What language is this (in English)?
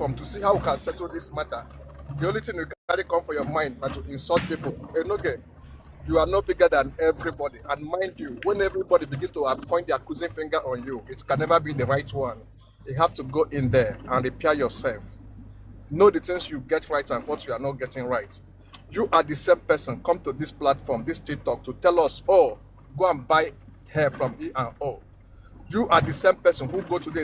Nigerian Pidgin